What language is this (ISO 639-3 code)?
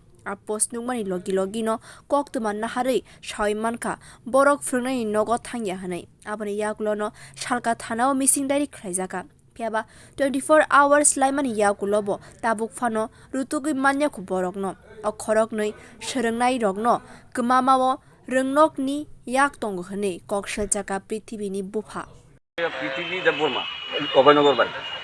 trp